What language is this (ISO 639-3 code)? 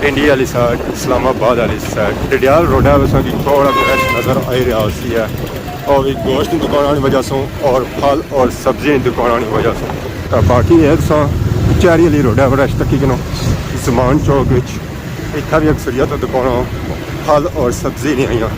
phr